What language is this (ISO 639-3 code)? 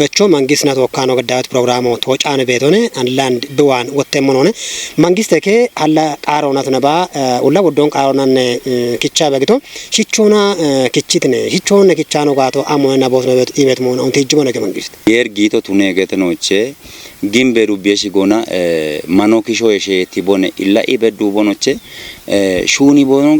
kbr